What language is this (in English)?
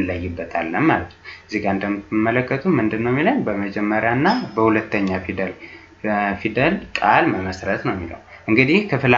Amharic